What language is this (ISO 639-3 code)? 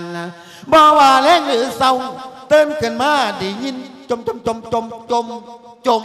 lao